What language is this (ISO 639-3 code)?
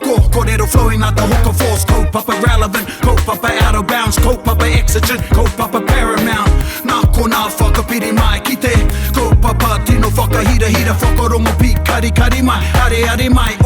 mri